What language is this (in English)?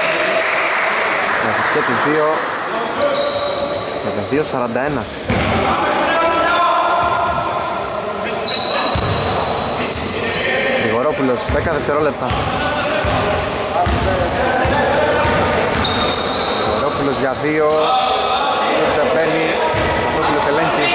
Greek